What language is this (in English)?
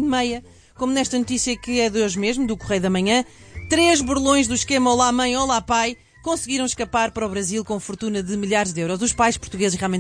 Portuguese